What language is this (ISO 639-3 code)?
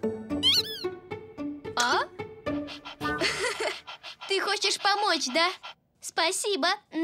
rus